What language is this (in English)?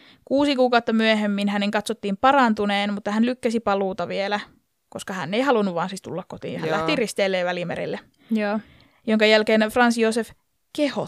Finnish